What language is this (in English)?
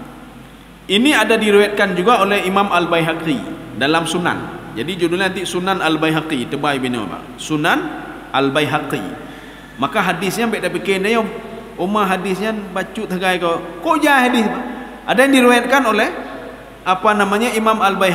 Malay